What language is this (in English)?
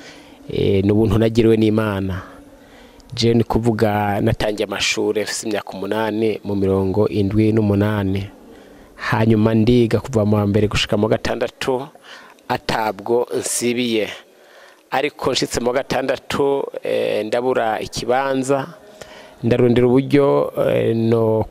Rundi